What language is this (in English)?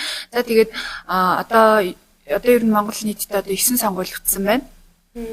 Mongolian